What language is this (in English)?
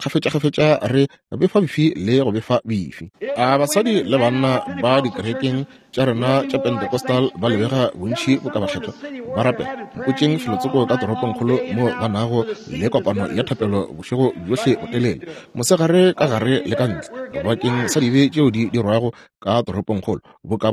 Northern Sotho